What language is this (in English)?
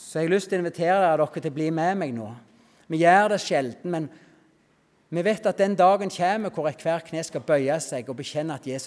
Norwegian